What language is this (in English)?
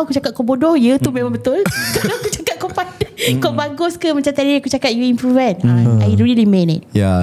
Malay